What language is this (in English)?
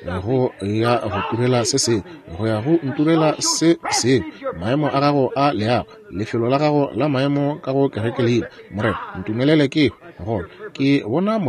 Northern Sotho